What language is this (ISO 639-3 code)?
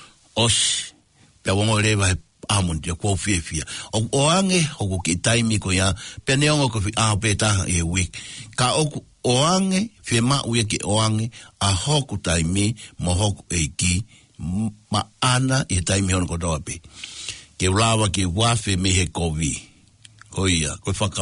ton